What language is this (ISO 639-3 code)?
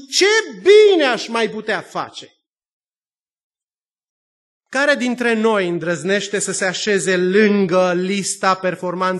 ron